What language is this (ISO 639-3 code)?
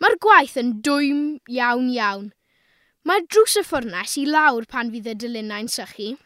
cym